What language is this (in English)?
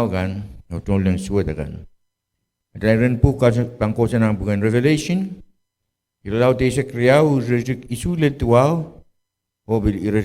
Pohnpeian